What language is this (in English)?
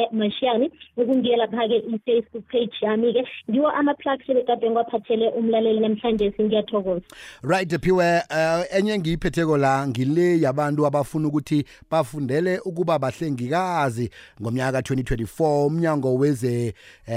South Ndebele